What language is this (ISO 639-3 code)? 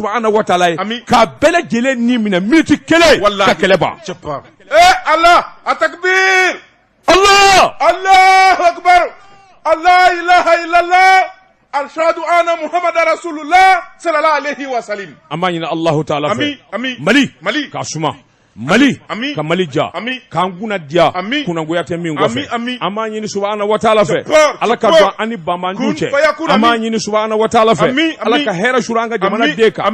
bam